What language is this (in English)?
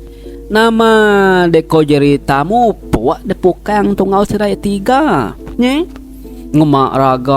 Iban